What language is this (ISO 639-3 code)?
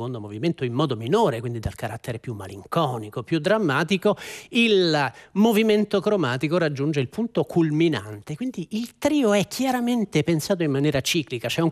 ita